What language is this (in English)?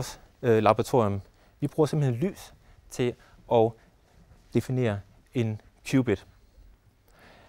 Danish